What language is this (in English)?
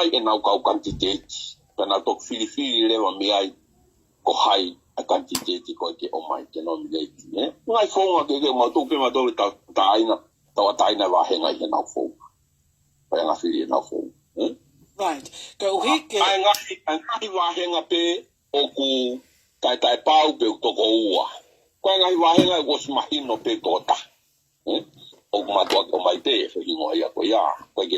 Tongan